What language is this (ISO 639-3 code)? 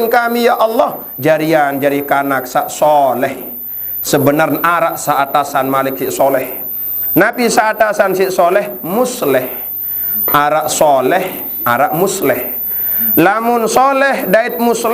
sas